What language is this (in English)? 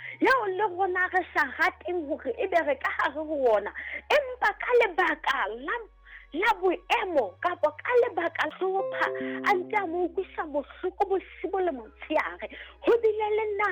Southern Sotho